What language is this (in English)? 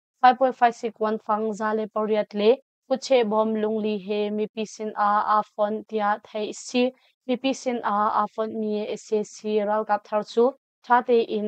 Hakha Chin